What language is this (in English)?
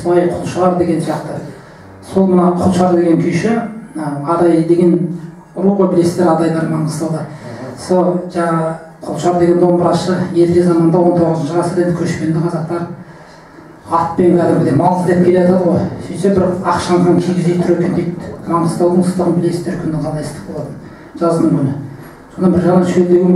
Kazakh